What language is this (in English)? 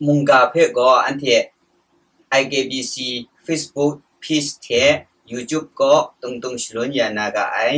Kachin